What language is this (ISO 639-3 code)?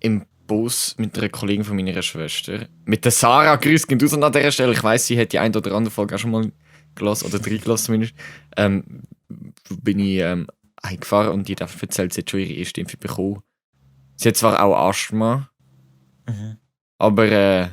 gsw